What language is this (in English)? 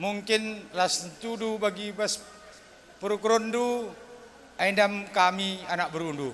Batak Karo